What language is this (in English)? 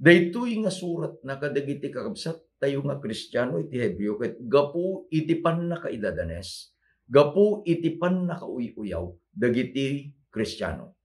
Iloko